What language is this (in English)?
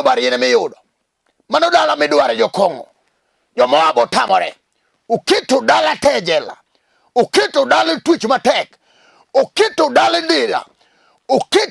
Luo (Kenya and Tanzania)